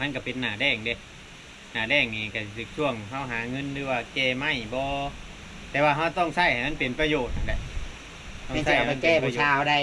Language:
Northeastern Thai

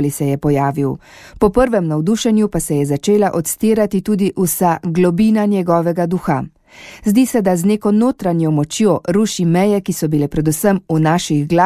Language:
Slovenian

